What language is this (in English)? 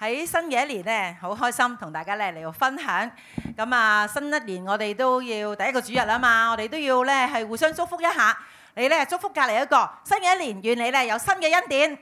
Cantonese